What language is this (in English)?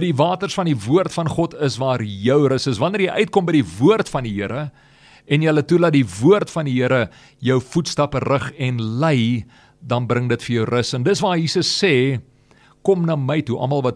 Afrikaans